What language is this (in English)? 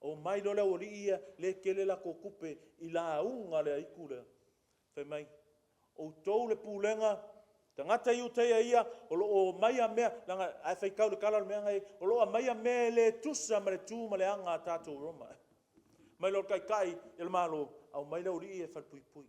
Samoan